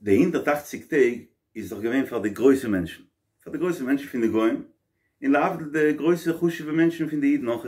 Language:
Yiddish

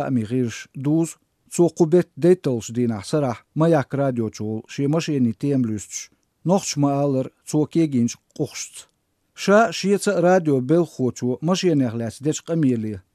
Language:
Chechen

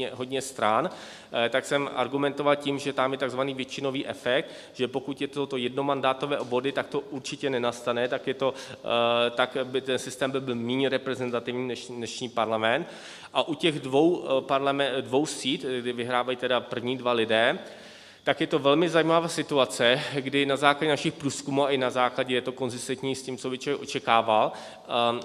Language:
Czech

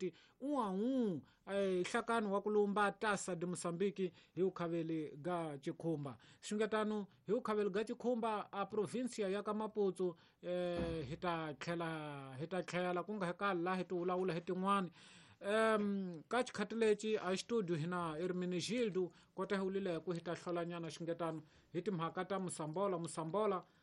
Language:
Tsonga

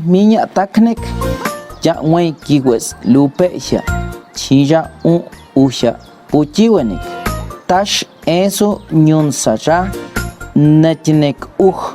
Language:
Páez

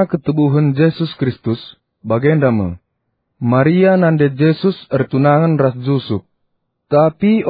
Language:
Batak Karo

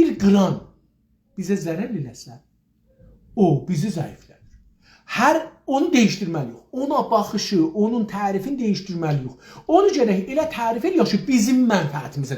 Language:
South Azerbaijani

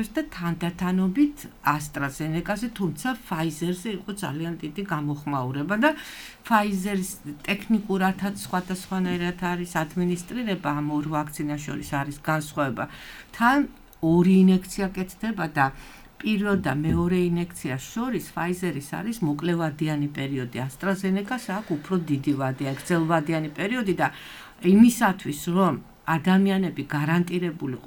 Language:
Georgian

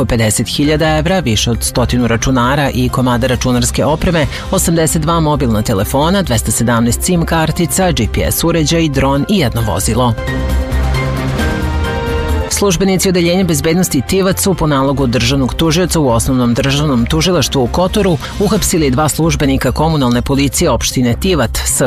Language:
Serbian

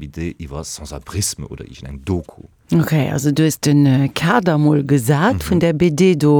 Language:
Luxembourgish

